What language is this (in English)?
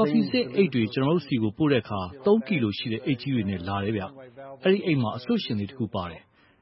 Burmese